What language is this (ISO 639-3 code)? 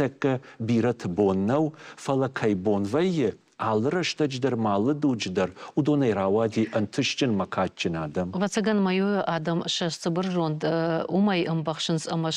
oss